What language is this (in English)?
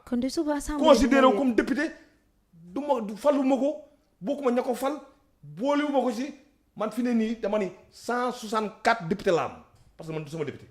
Wolof